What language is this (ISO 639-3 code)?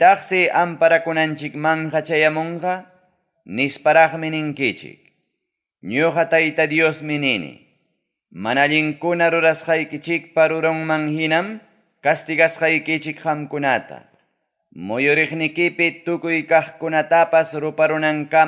quy